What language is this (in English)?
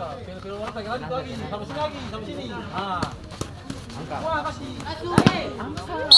Ambonese Malay